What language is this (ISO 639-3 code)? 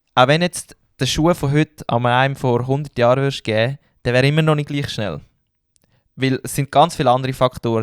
gsw